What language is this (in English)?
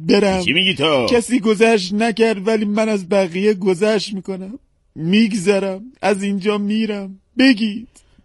Persian